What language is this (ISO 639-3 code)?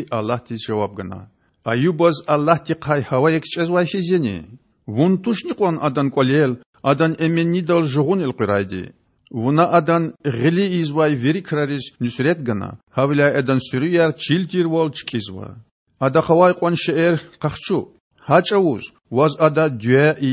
lez